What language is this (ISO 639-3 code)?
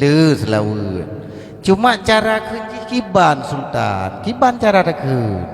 ace